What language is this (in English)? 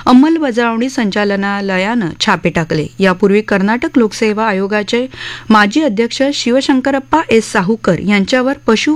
Marathi